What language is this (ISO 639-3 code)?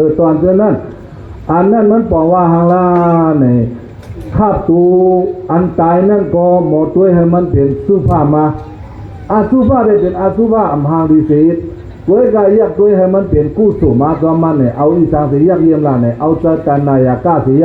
shn